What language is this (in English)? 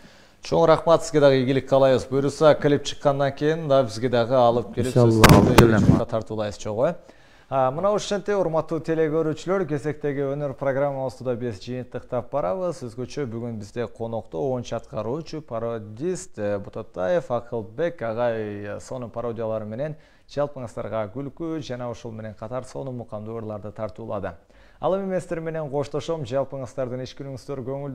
Kyrgyz